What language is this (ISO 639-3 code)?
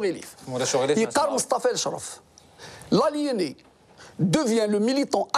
kab